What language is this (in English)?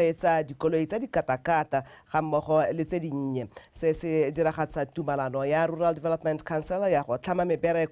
Tswana